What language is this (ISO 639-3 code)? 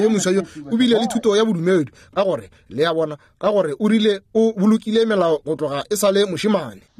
nso